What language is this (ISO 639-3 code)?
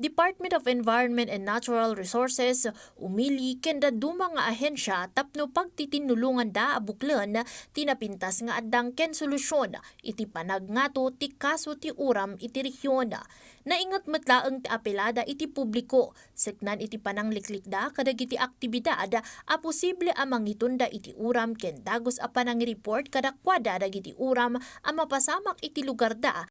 ilo